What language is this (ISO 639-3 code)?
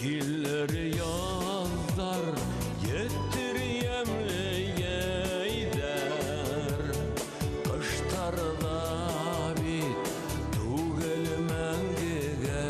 bak